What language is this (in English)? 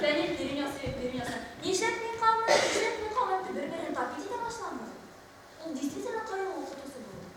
Bashkir